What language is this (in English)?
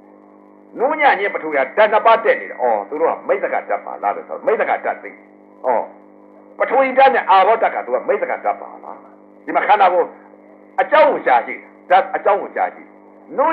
Burmese